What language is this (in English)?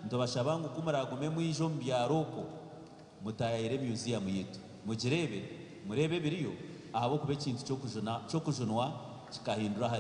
Nyankole